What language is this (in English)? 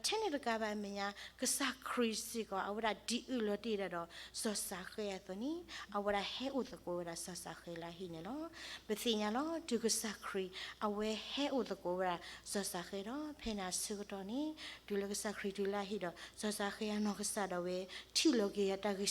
S'gaw Karen